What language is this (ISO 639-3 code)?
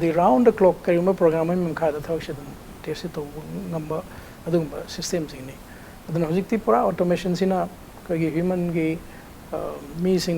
mni